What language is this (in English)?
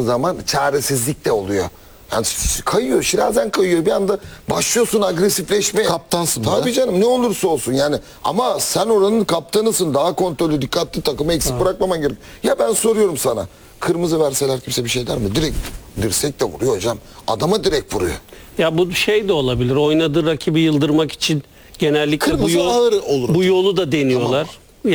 Turkish